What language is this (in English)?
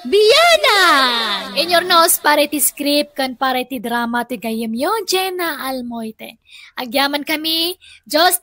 Iloko